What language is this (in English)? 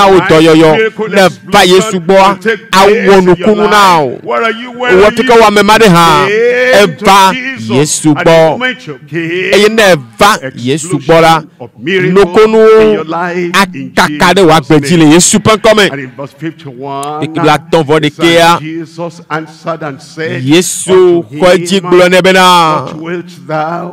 Ewe